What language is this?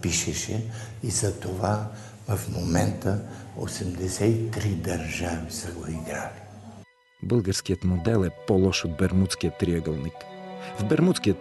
Bulgarian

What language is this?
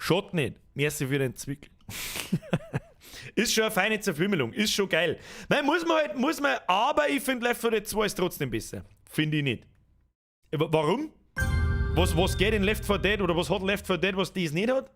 Bavarian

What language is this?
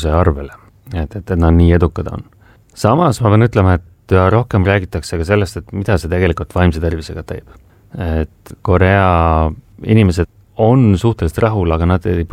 Estonian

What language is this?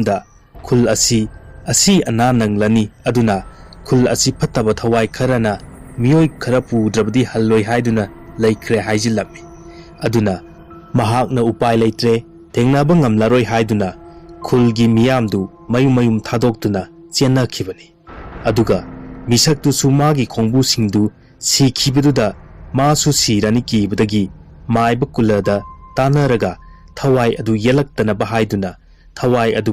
Manipuri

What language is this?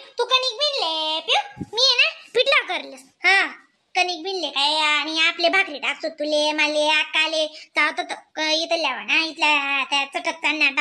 Khandesi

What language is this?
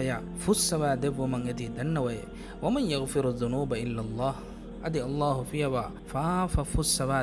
Divehi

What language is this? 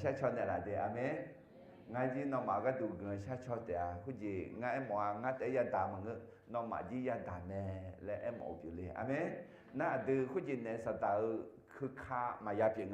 Akha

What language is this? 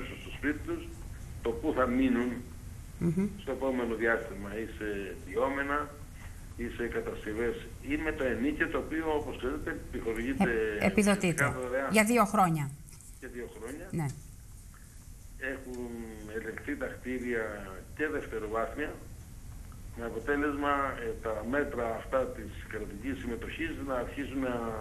Greek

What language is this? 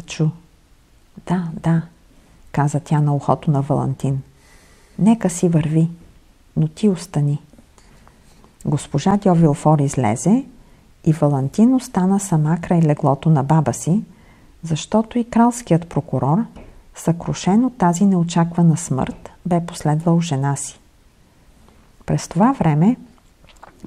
Bulgarian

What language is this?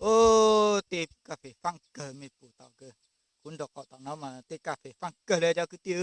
Hmong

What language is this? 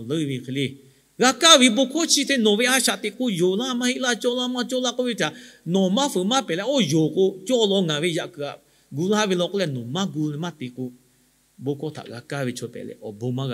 Lahu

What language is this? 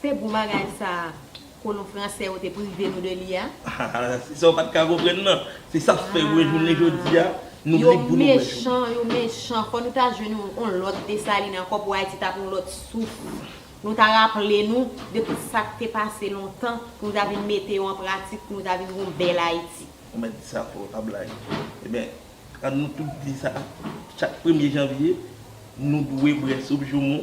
Haitian Creole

